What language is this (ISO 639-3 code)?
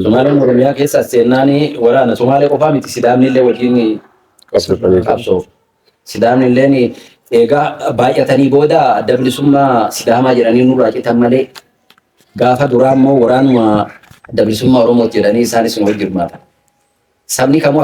orm